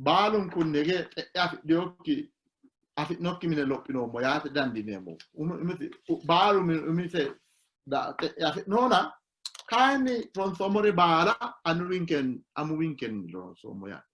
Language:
Sidamo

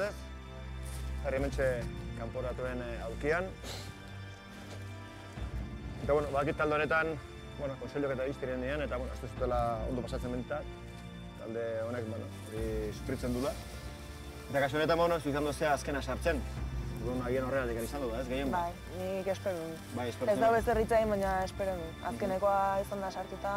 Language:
Basque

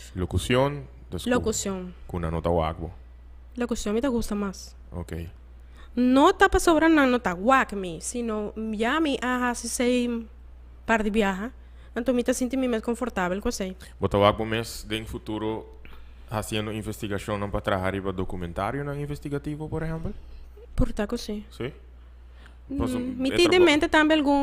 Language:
Papiamento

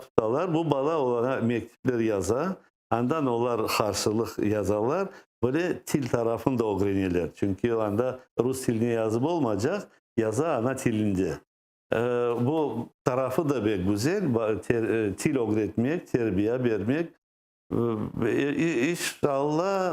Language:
Crimean Tatar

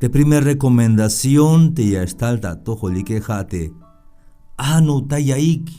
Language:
Tzeltal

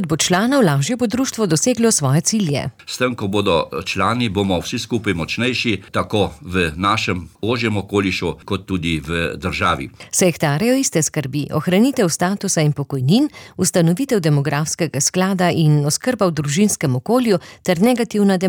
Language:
Slovenian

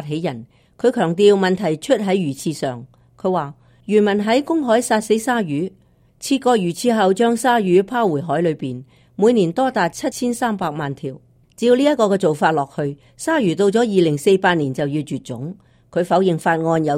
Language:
Cantonese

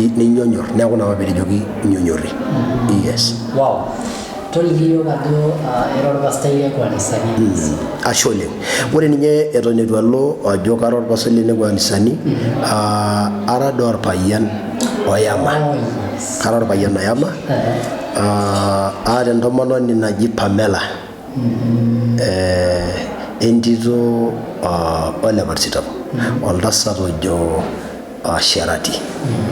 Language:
Masai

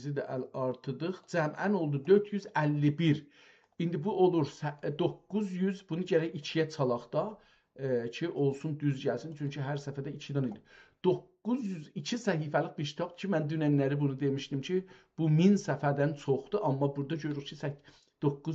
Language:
South Azerbaijani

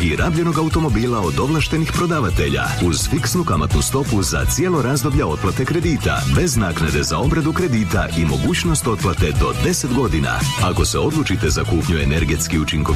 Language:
Croatian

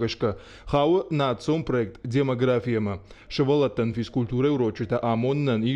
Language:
Ossetic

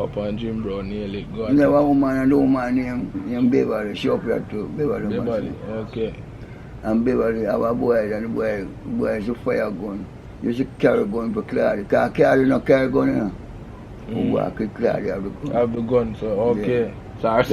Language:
Jamaican Creole English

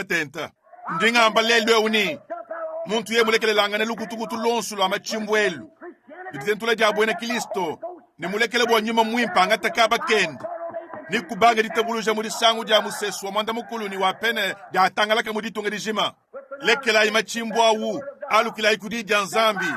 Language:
Luba-Lulua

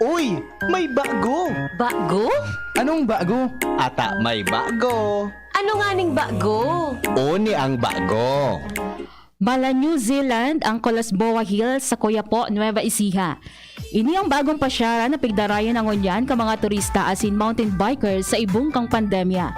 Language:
Bikol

